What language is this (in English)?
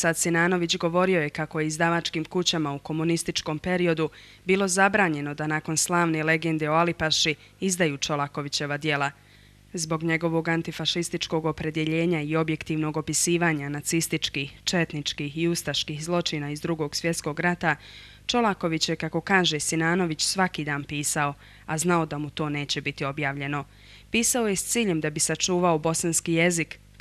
Bosnian